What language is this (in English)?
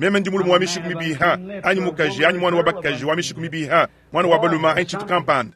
Luba-Lulua